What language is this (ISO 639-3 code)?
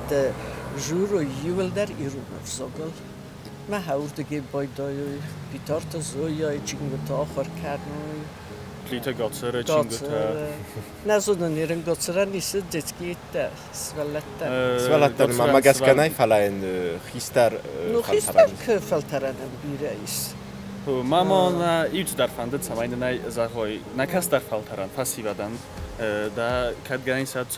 oss